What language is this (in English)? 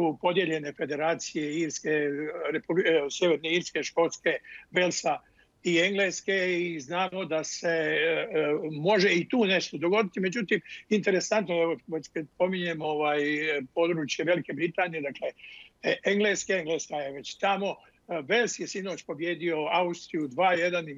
Bosnian